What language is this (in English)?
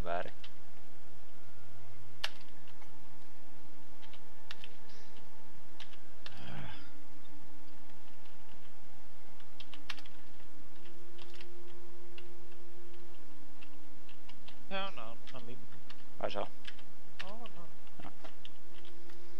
Finnish